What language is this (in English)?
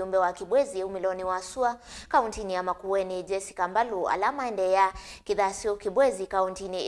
Kamba